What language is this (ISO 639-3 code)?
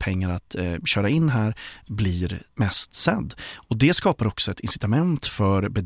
swe